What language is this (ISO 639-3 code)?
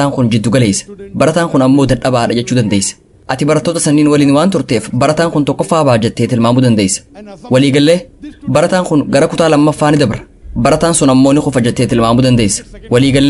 orm